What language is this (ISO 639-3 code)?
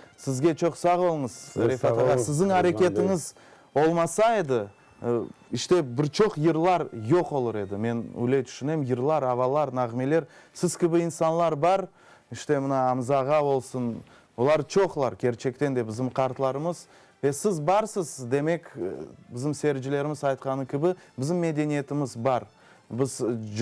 crh